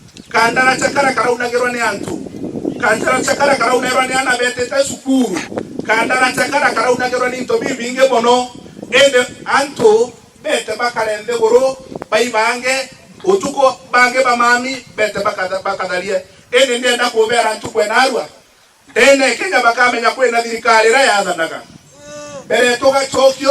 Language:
Meru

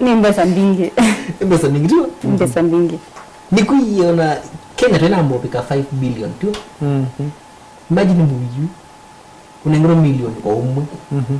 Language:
Kamba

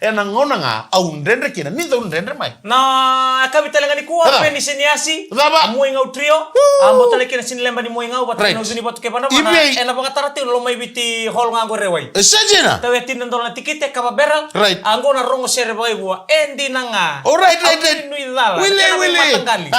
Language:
Fijian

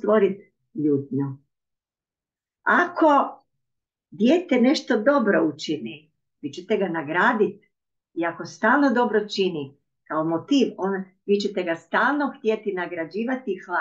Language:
Croatian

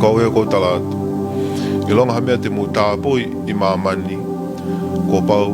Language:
Tongan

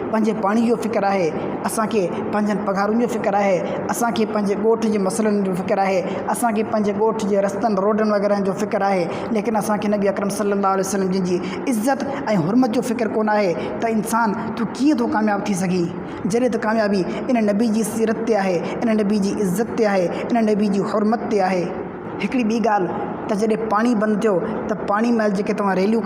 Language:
Sindhi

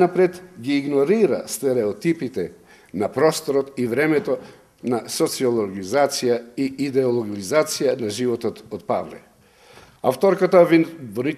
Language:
Macedonian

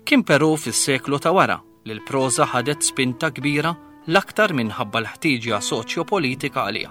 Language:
Maltese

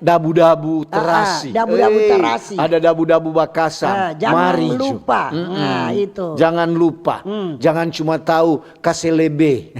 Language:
Manado Malay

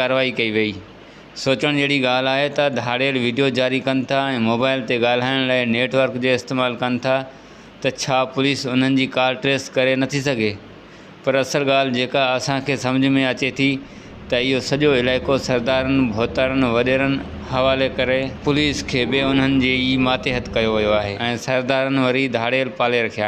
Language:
Sindhi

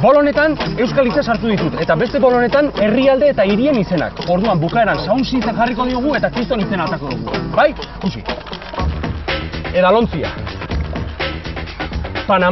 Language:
Basque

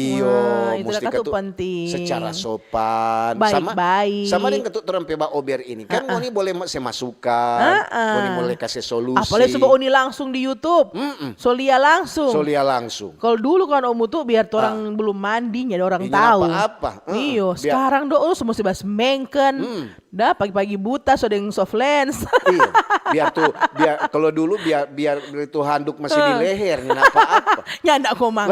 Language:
Manado Malay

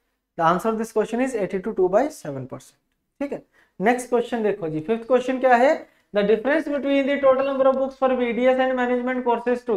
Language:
Hindi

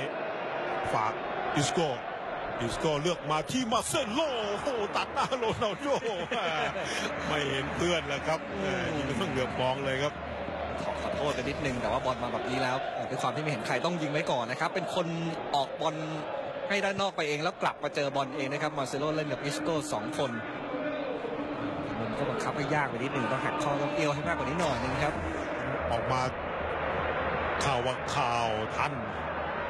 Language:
Thai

